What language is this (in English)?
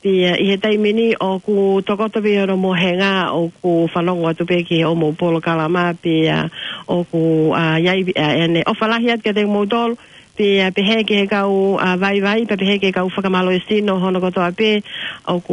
Tongan